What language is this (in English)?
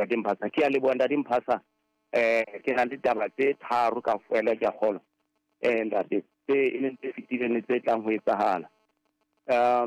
Southern Sotho